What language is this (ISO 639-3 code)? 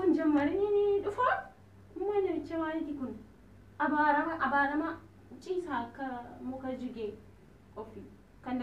orm